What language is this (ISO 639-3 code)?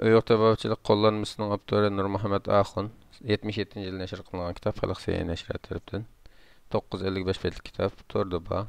uig